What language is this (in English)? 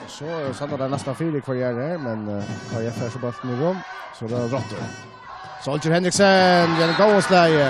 Faroese